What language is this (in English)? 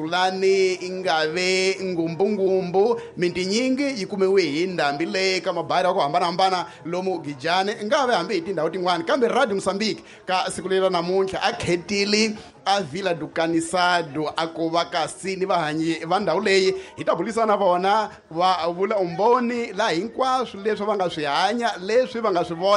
Tsonga